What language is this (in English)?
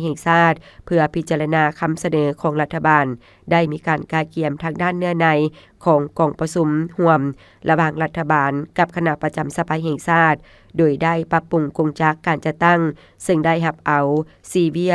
Lao